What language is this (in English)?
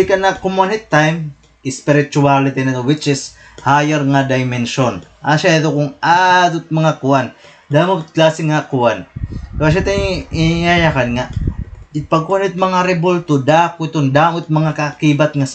Waray